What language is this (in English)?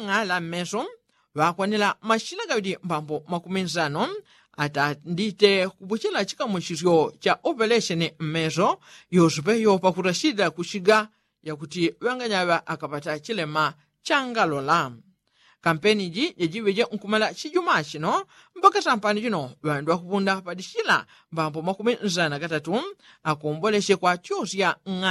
Yao